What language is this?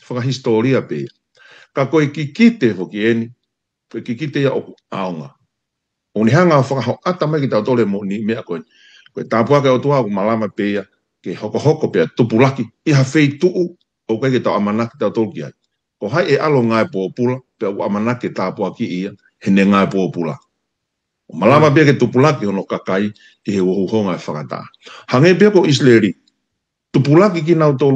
Tongan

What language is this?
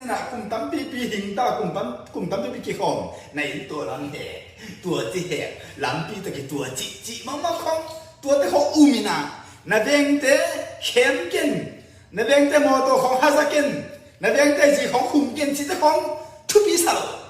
Tedim Chin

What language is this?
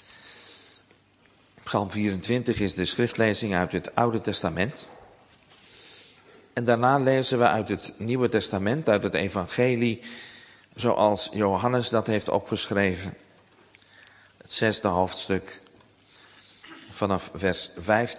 Dutch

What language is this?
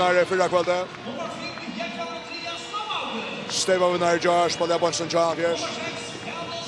Faroese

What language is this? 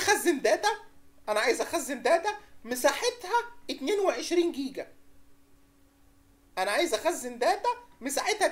Egyptian Arabic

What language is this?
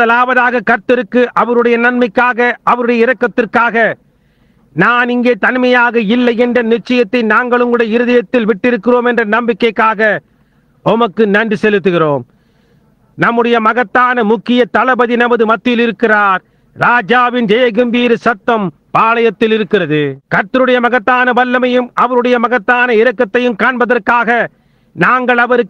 Tamil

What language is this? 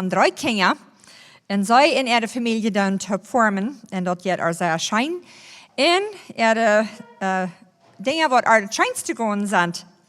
Plautdietsch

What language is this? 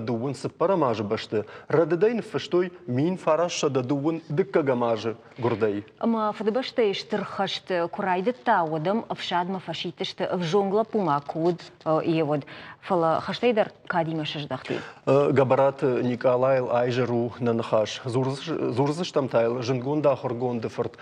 Ossetic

